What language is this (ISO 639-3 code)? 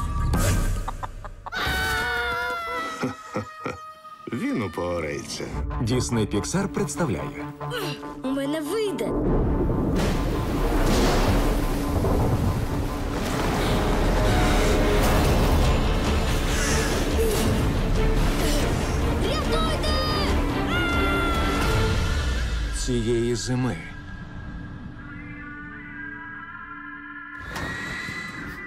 ukr